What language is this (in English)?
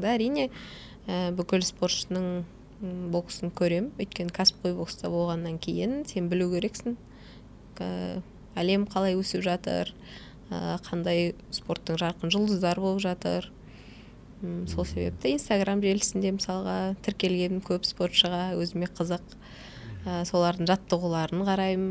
Kazakh